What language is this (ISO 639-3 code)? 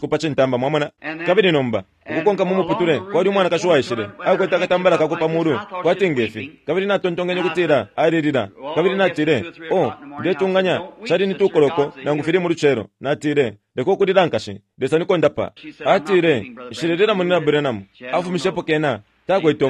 bem